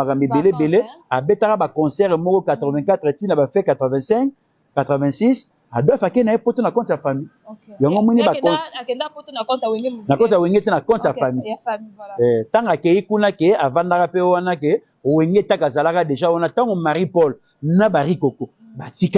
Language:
Lingala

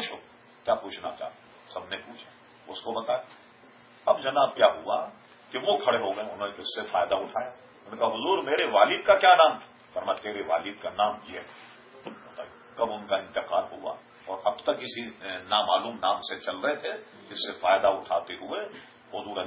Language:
Urdu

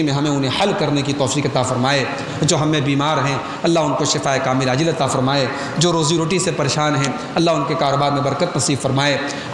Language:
Urdu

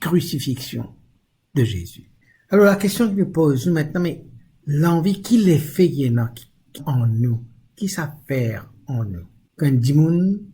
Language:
Morisyen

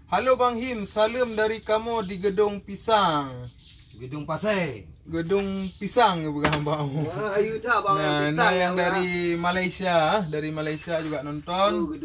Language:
Achinese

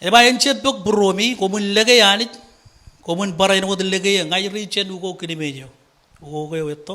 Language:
Marshallese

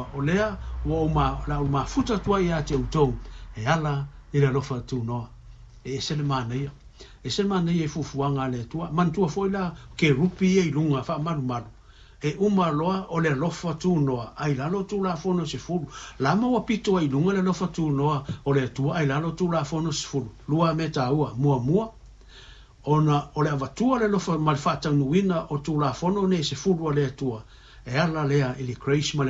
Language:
Samoan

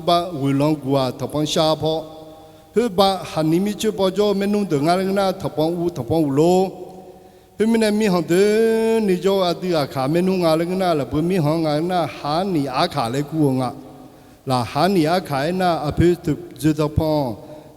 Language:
Akha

